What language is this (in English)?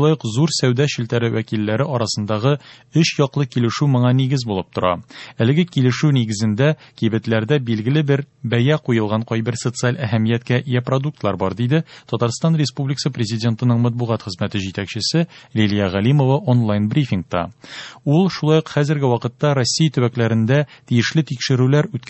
Tatar